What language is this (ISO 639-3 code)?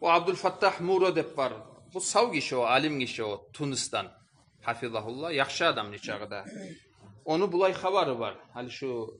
kum